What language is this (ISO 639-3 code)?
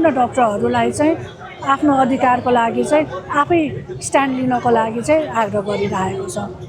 nep